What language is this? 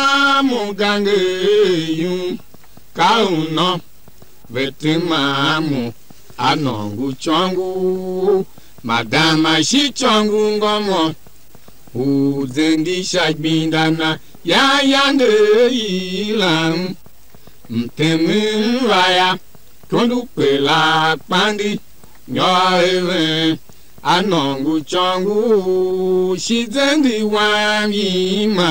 Tiv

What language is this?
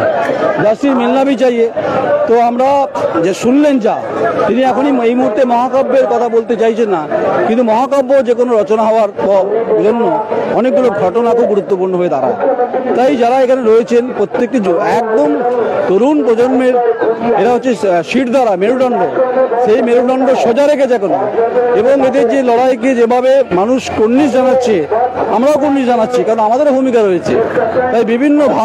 Bangla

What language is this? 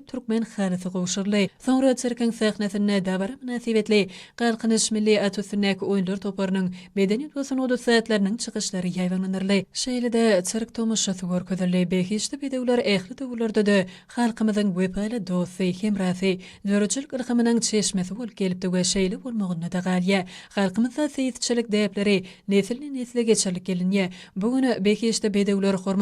Turkmen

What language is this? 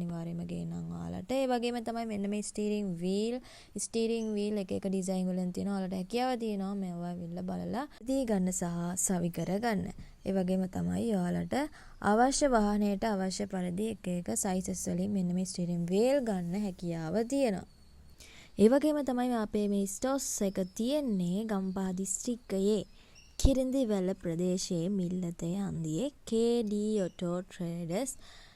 Sinhala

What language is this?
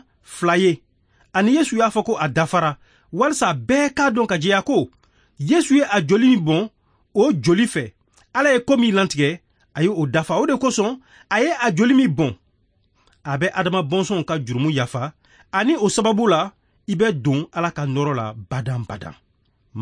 Bambara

